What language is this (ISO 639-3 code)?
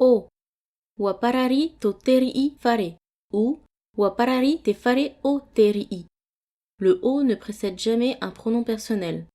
tah